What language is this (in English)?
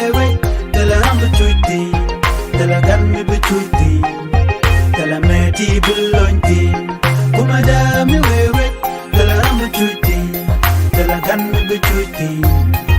Nuer